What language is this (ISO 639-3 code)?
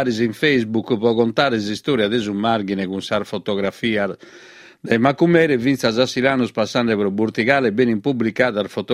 srd